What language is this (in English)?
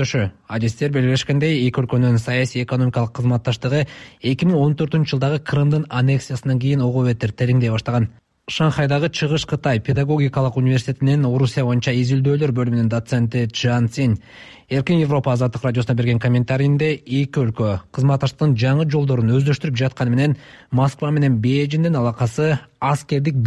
Kyrgyz